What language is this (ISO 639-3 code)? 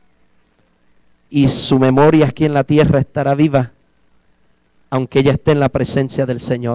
spa